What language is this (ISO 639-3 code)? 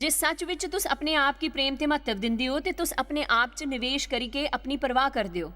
doi